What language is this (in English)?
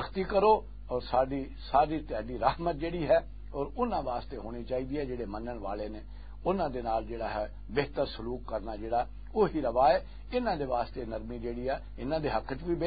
Western Panjabi